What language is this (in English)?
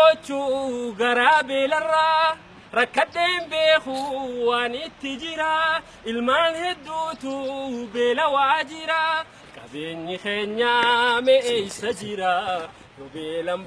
Oromo